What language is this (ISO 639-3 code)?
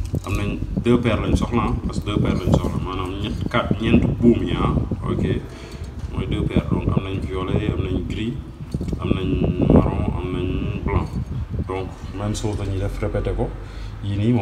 wol